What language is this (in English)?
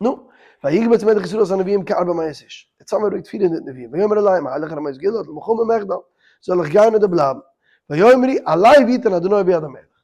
Yiddish